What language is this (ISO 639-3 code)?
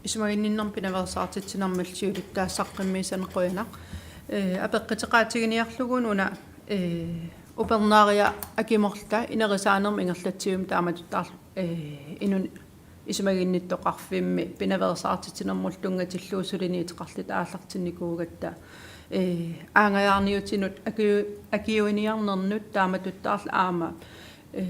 kal